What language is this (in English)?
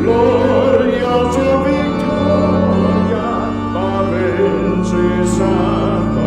Papiamento